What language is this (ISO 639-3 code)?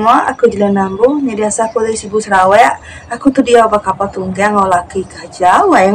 iba